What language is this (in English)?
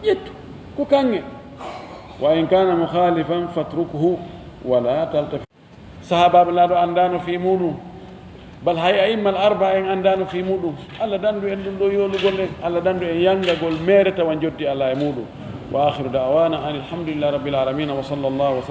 Fula